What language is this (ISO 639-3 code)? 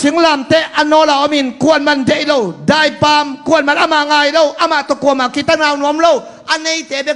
ctd